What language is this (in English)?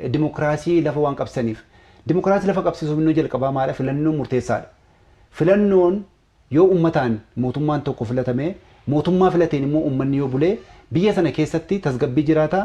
Oromo